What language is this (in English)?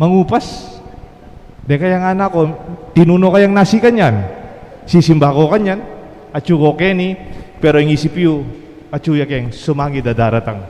Pampanga